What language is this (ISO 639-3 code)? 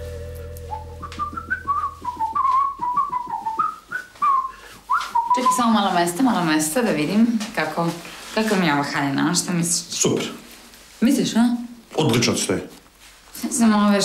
srp